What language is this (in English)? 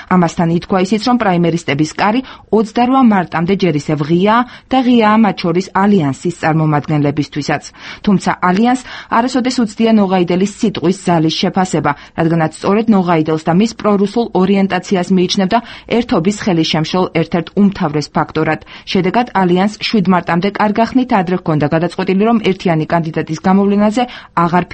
Georgian